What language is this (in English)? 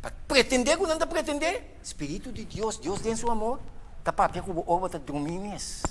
Papiamento